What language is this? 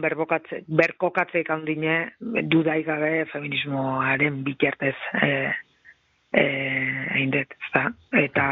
Basque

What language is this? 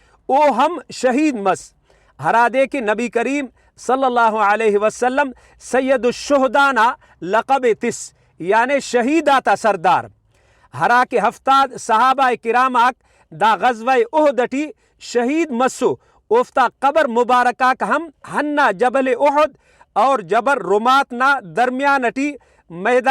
Brahui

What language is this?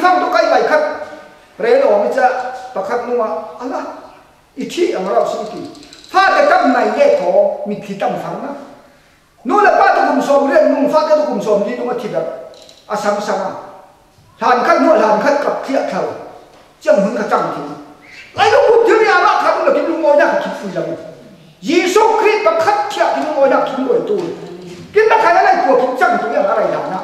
Falam Chin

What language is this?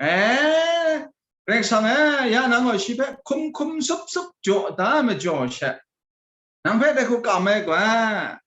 Kachin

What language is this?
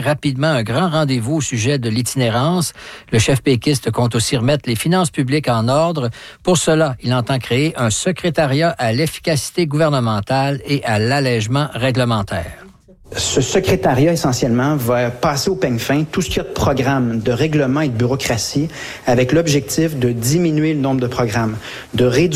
French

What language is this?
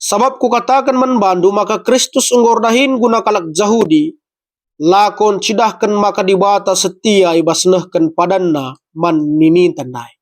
Batak Karo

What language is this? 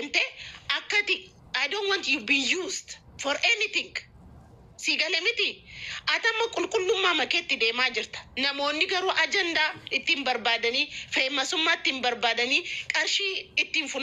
Oromo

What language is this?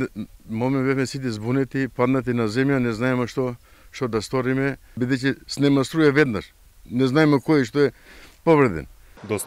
Macedonian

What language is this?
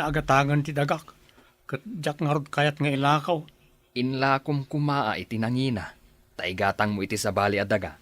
Iloko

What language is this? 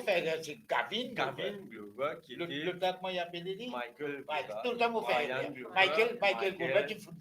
Morisyen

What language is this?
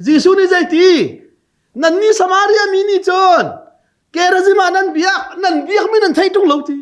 Hakha Chin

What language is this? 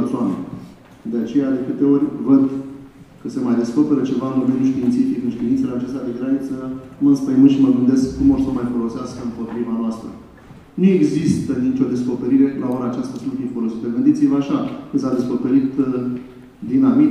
Romanian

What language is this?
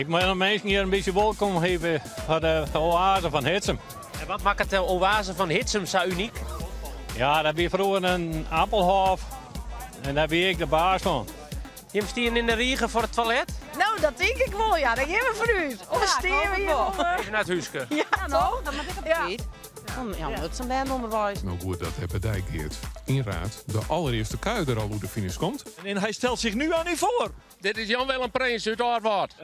Western Frisian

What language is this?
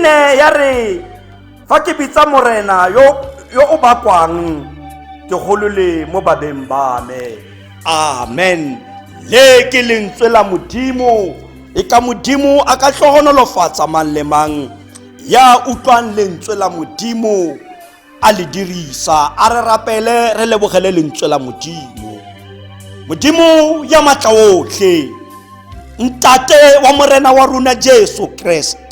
Tswana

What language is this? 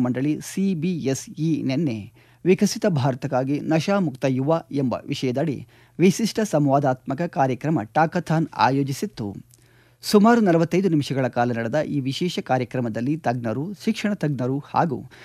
Kannada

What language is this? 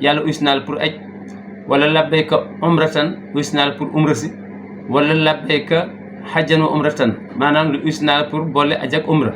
Wolof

